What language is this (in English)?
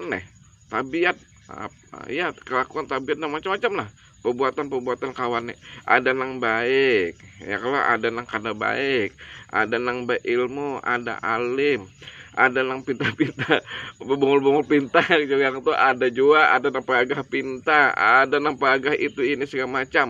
Banjar